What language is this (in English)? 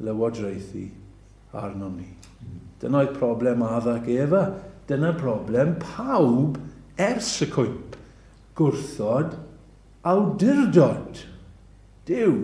Welsh